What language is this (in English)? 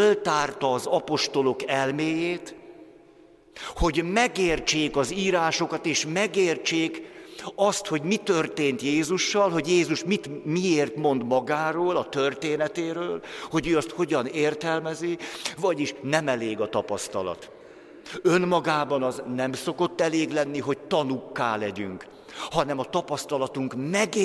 Hungarian